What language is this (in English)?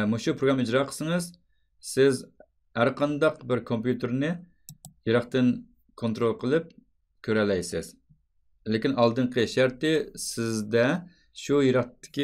Uyghur